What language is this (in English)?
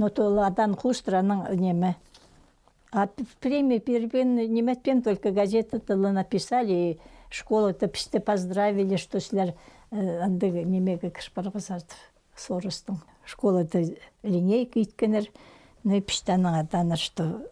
Khakas